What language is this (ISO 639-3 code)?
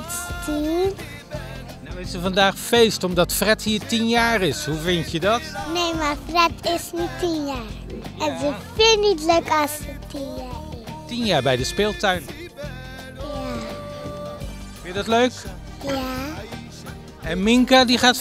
nld